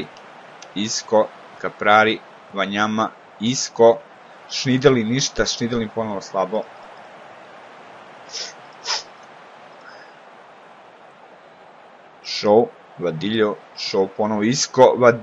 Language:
Serbian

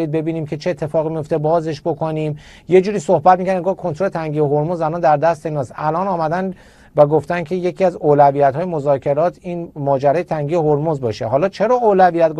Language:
Persian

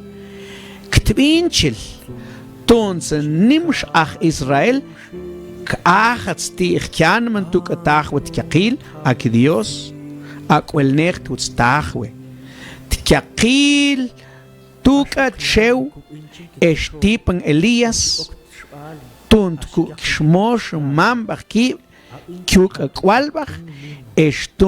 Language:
Mam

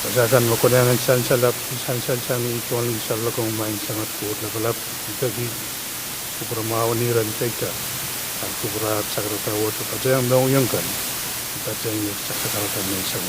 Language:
Pohnpeian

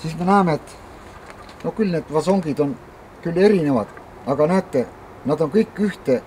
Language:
Estonian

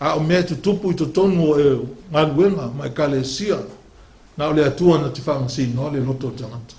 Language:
Samoan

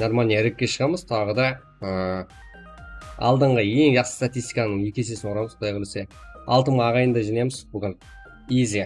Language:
Kara-Kalpak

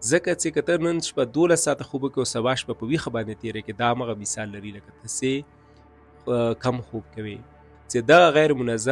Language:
Pashto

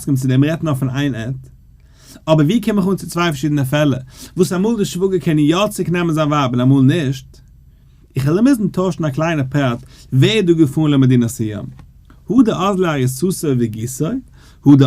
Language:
Yiddish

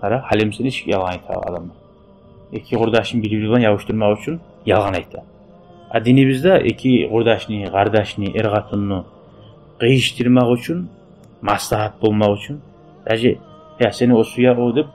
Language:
Kumyk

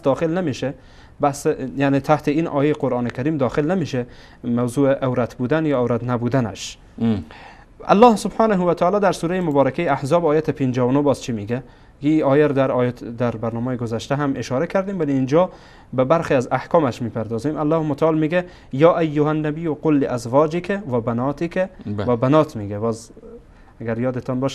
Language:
Persian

